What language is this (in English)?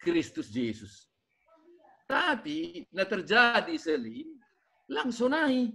Batak Simalungun